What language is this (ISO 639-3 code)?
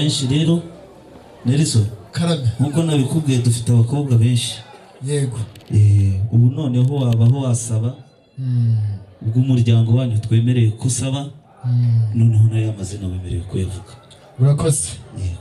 kin